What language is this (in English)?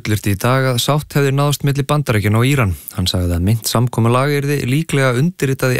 Icelandic